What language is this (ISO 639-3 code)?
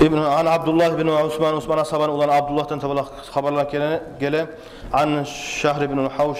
kum